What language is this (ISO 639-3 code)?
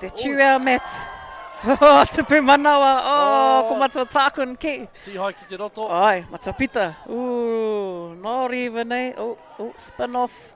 mri